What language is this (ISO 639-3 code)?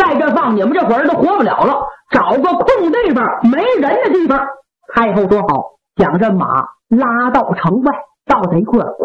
zho